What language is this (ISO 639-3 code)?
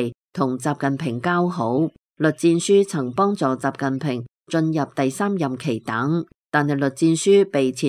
yue